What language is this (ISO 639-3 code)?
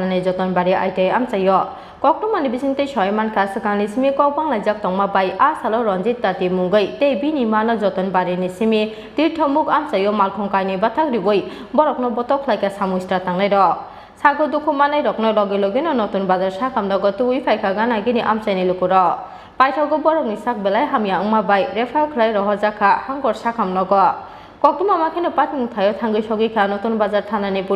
trp